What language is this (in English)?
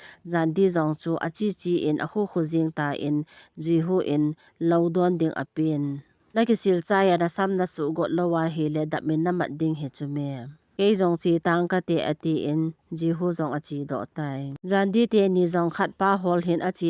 Thado Chin